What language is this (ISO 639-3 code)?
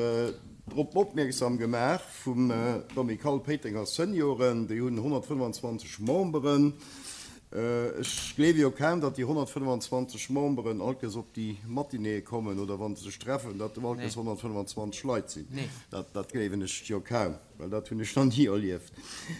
ltz